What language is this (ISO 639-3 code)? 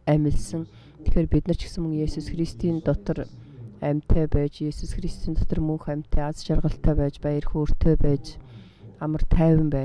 mon